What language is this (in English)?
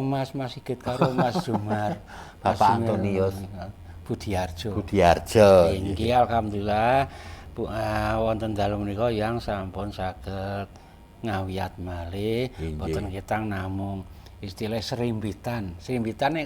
Javanese